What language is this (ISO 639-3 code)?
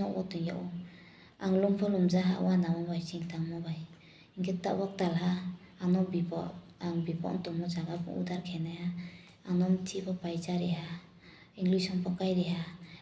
ria